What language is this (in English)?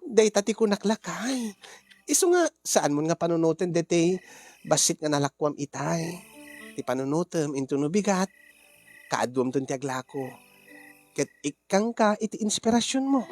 Iloko